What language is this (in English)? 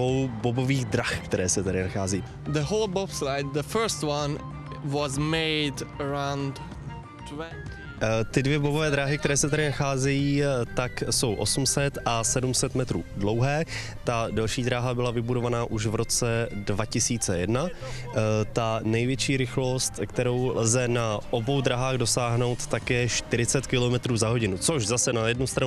Czech